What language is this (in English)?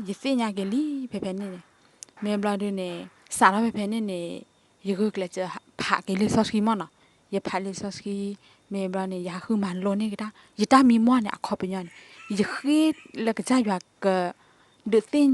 S'gaw Karen